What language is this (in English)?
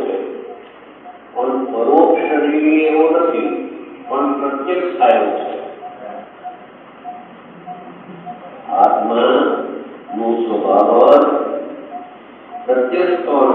Gujarati